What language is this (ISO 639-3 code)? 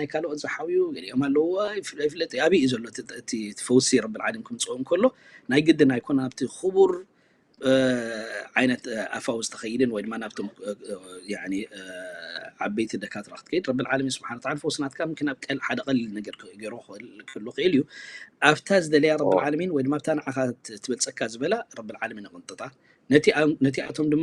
tir